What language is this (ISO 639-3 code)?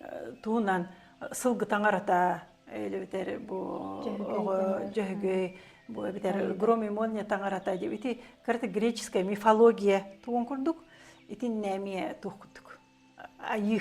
sah